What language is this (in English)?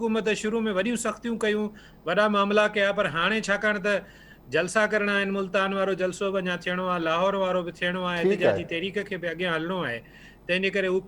Sindhi